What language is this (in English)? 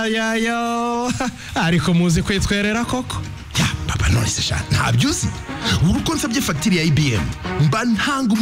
Kinyarwanda